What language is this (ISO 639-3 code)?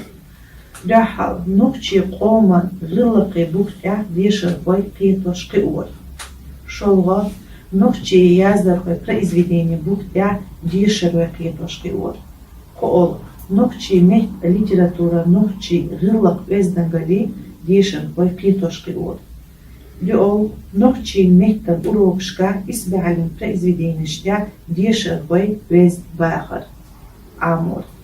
che